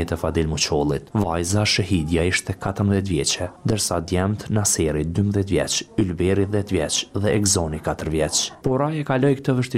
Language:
Albanian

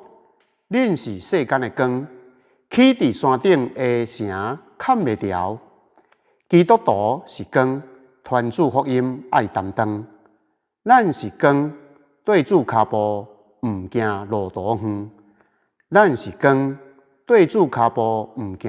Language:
Min Nan Chinese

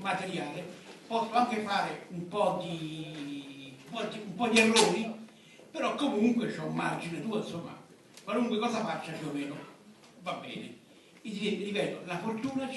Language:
Italian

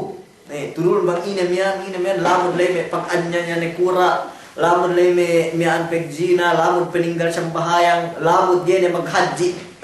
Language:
Yakan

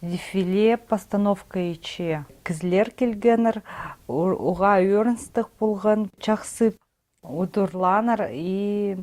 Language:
Khakas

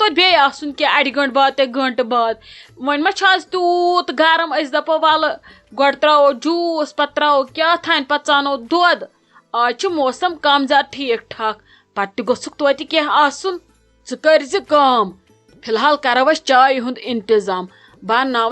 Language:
Kashmiri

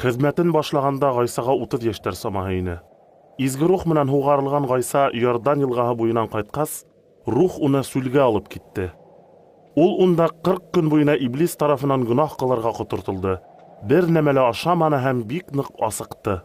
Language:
Bashkir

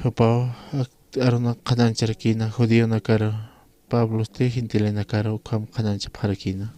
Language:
Aymara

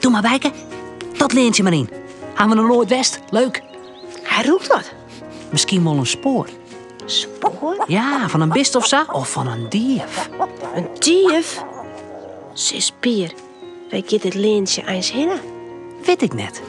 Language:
Western Frisian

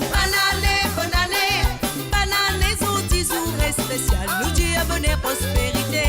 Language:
Morisyen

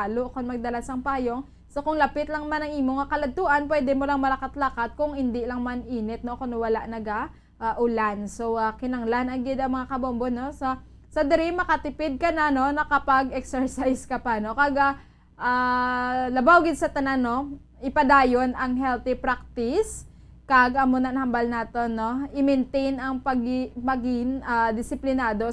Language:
Hiligaynon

